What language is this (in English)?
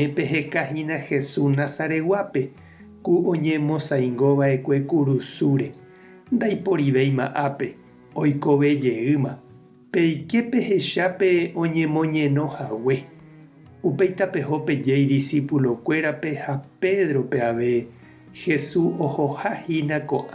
Guarani